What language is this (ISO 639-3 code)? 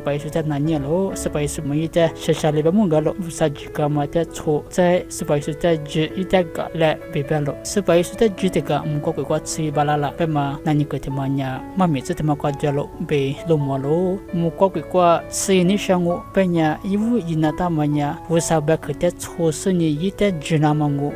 lis